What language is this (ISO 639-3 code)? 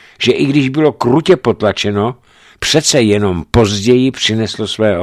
ces